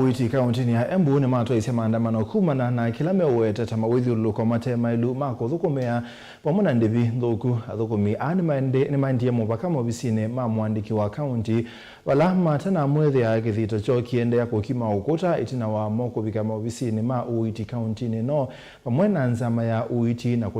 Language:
Kamba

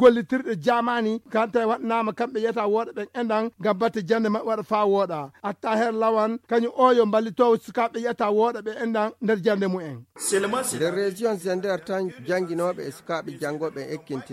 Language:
Fula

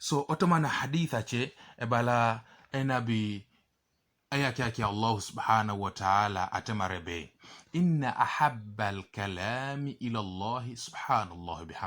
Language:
Teso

